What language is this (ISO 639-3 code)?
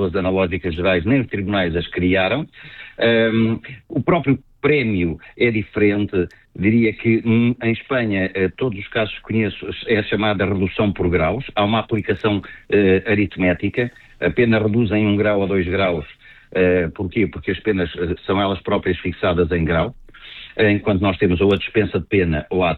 por